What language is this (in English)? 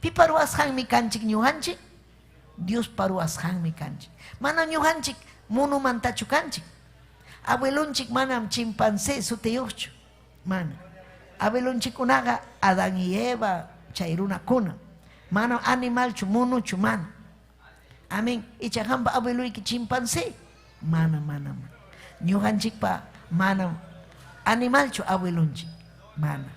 Ayacucho Quechua